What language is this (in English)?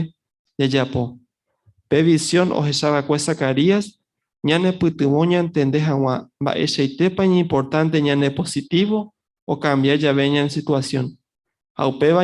Guarani